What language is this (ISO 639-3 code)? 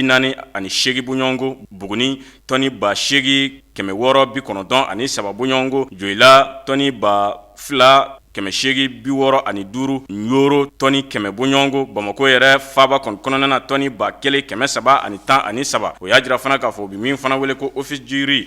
bam